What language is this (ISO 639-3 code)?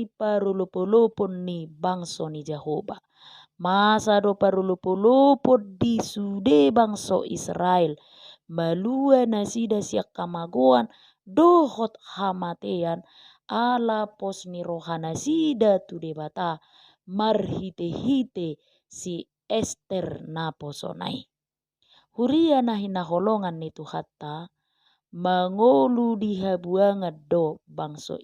bbc